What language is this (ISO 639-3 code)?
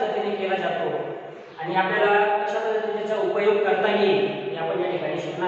mar